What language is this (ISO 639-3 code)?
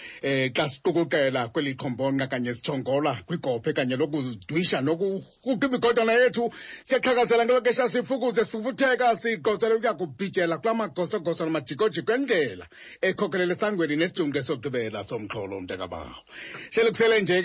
xho